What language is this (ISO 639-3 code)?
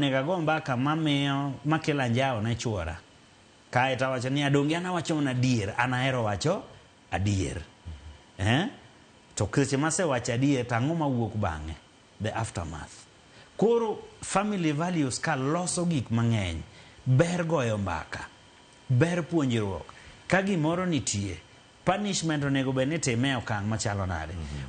luo